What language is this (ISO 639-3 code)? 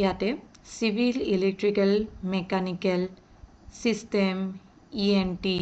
asm